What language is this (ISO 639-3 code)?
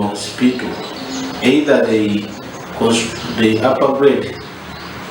nyn